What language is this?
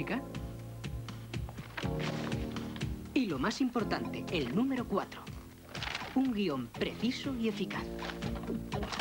Spanish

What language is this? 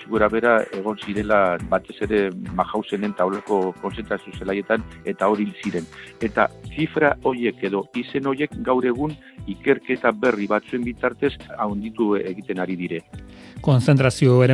Basque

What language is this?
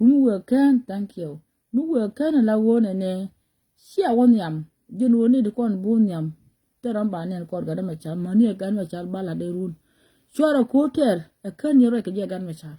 Nuer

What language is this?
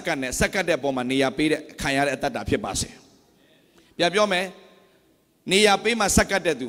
Burmese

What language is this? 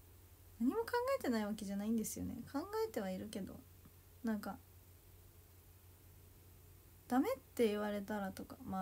Japanese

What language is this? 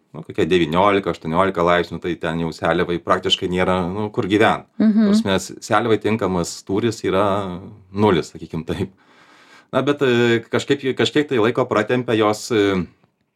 Lithuanian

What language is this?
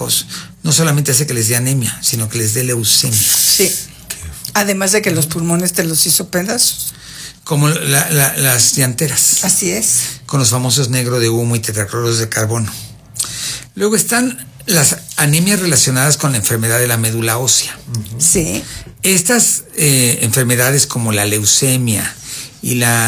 Spanish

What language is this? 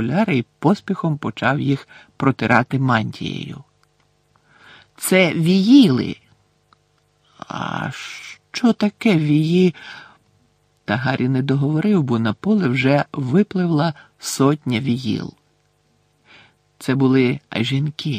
Ukrainian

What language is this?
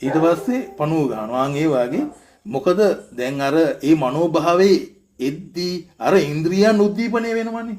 Sinhala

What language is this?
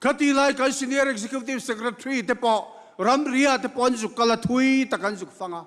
Mizo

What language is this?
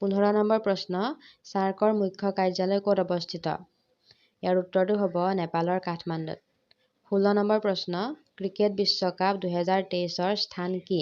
Assamese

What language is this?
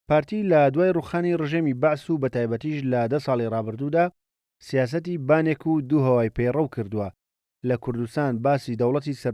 Central Kurdish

